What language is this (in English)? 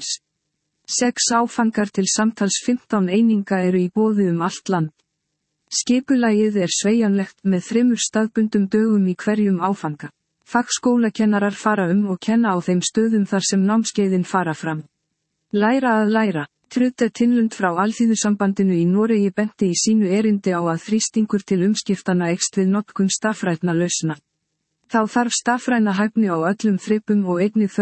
Icelandic